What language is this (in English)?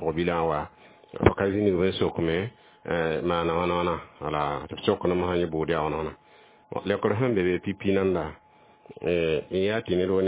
Mossi